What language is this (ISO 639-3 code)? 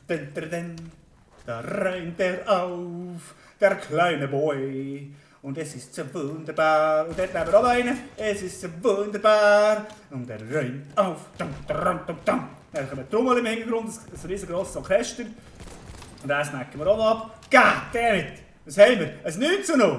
gsw